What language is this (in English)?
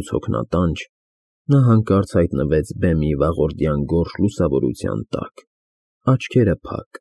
Armenian